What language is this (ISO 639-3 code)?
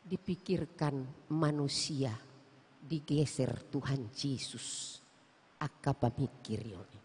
bbc